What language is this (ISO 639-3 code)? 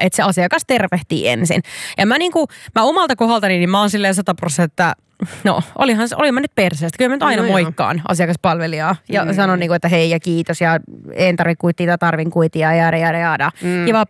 fin